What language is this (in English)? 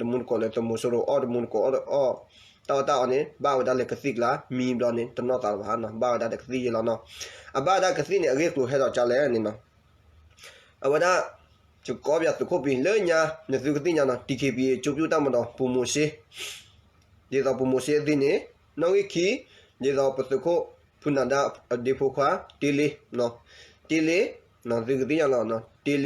S'gaw Karen